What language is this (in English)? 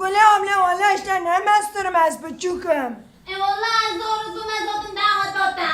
Kurdish